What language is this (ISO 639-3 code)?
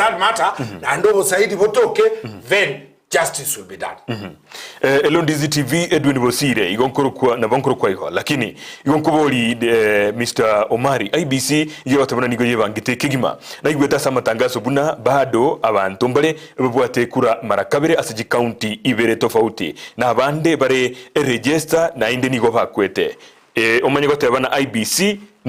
guz